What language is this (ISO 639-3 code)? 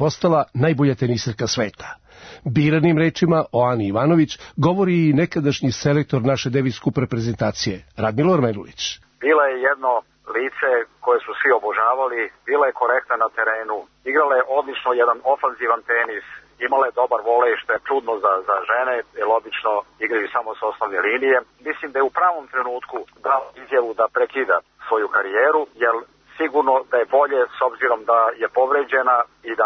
srp